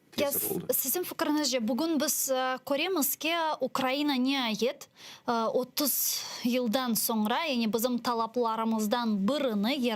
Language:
Crimean Tatar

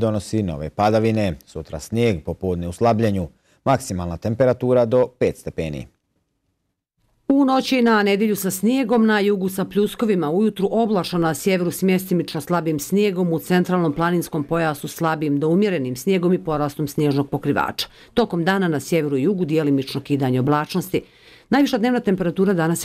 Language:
Bosnian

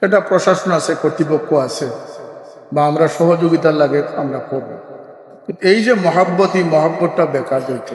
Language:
Sylheti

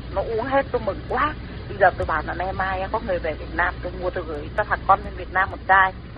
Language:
Vietnamese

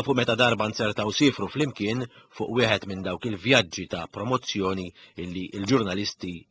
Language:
Maltese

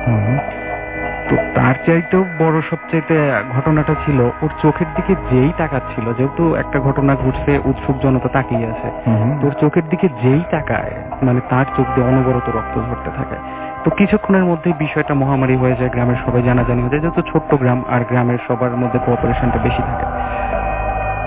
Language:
Bangla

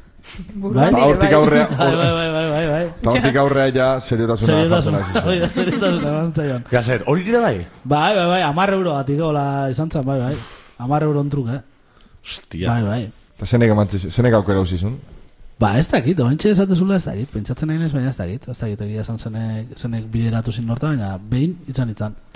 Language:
Basque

